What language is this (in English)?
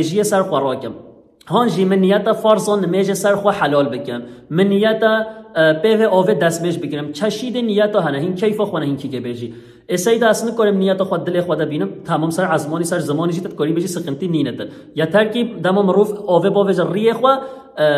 Kurdish